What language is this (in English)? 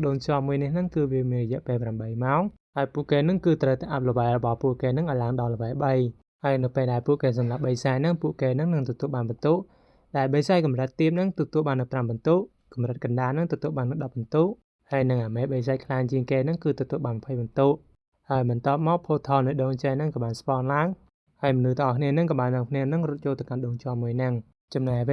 Khmer